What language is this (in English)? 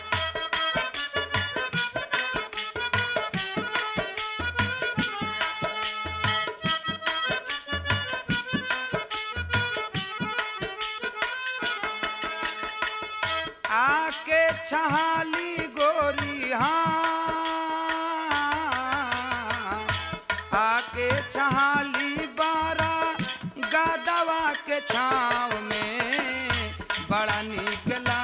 Bhojpuri